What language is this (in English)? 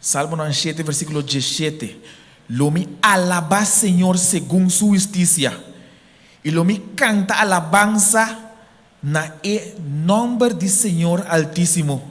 Papiamento